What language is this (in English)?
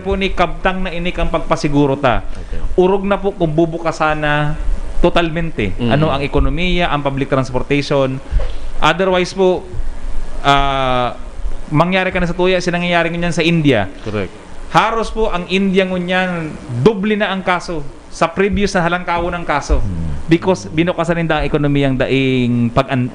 Bikol